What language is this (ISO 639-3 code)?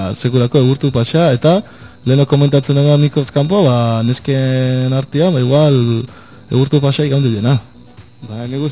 eus